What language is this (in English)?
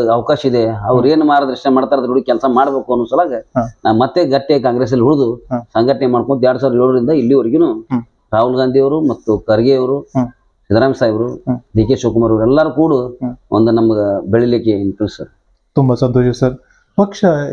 Kannada